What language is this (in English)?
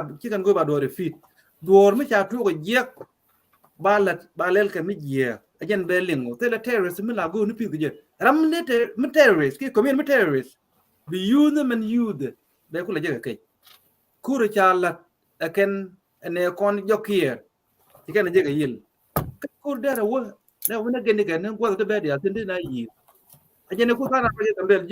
Nuer